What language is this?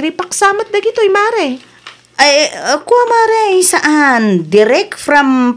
Iloko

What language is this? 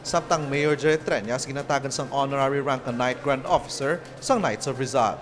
Hiligaynon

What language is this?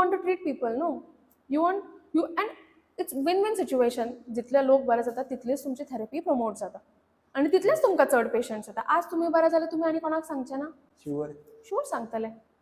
Konkani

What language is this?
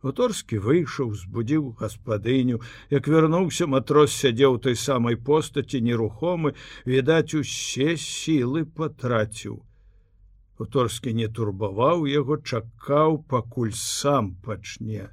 Belarusian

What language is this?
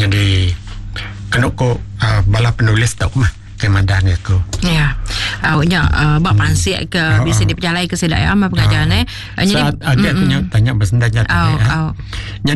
Iban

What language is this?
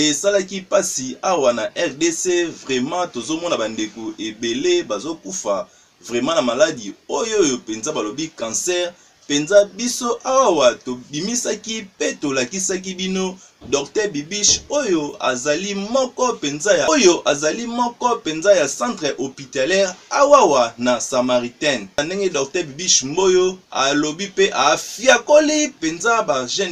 Lingala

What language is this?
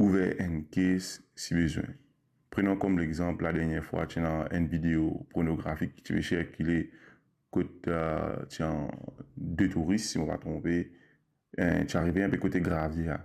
Morisyen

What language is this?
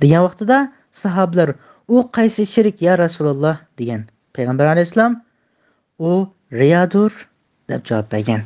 Uyghur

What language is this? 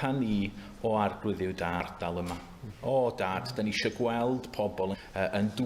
Welsh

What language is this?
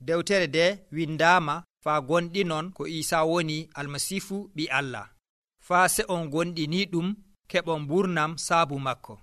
Nigerian Fulfulde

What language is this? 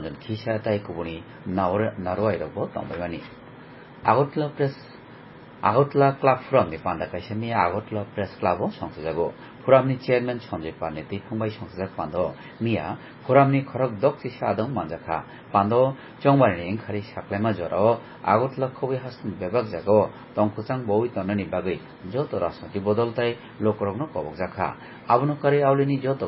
Kok Borok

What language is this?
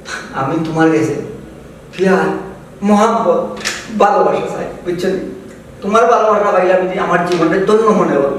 Sylheti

